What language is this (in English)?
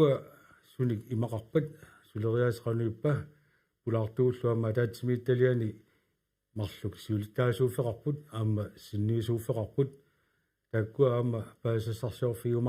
Kalaallisut